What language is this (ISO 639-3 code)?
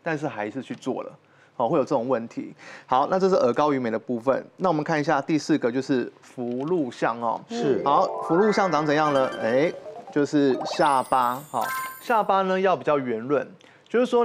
zho